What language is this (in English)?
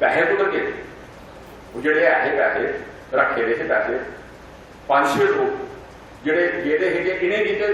Dogri